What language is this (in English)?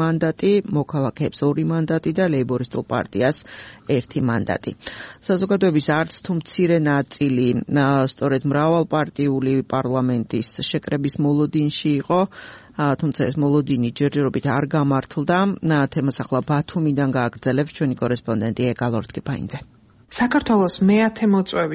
Georgian